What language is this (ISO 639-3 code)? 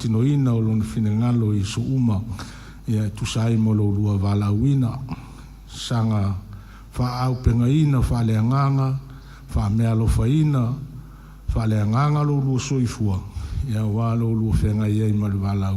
smo